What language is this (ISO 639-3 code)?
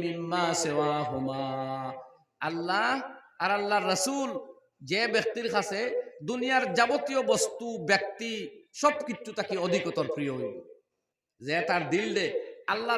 syl